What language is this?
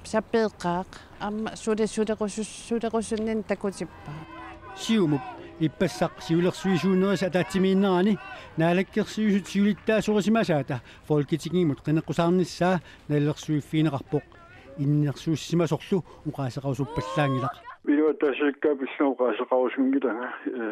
Kalaallisut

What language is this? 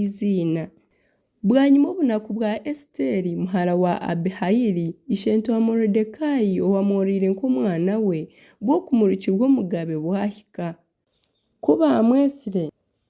Nyankole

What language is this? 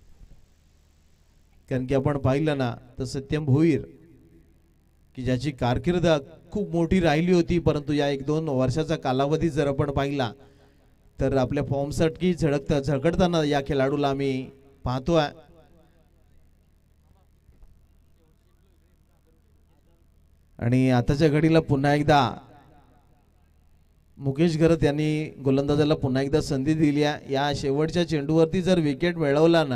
Marathi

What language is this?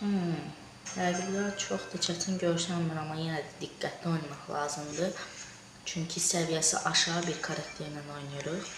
Azerbaijani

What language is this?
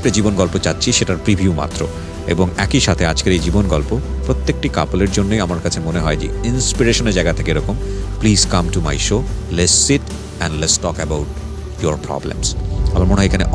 Bangla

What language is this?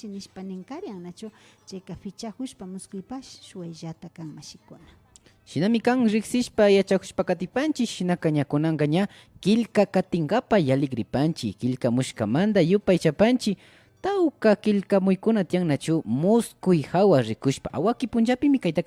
Imbabura Highland Quichua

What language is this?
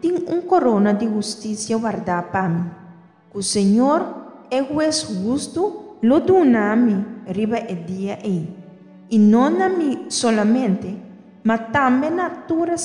Papiamento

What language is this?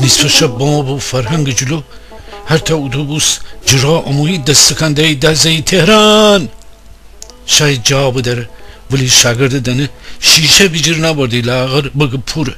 Gilaki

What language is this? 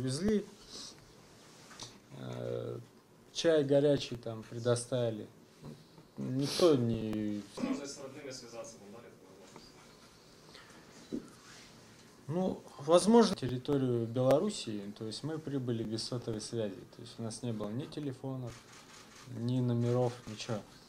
Russian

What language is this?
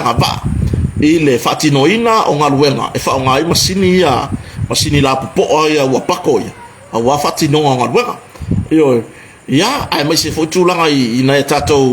Samoan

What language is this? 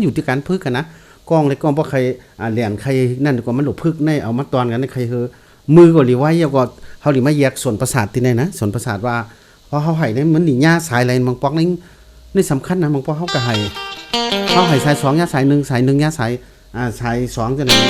Shan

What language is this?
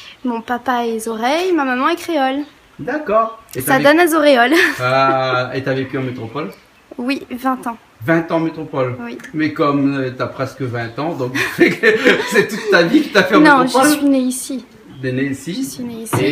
Réunion Creole French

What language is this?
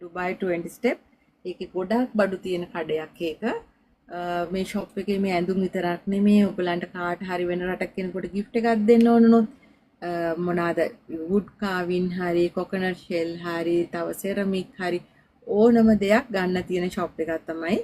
Sinhala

